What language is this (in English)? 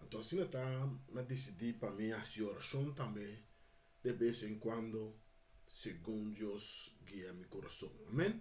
Papiamento